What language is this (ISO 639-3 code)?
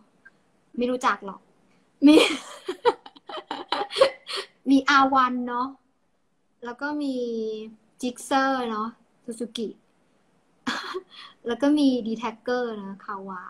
tha